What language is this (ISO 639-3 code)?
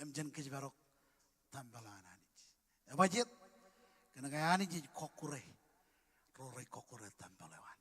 mah